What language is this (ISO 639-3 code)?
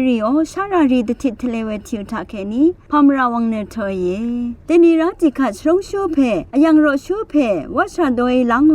raw